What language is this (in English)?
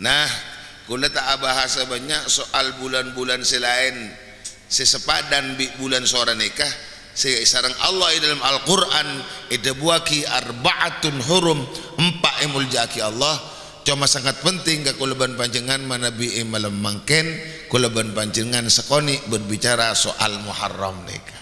Madurese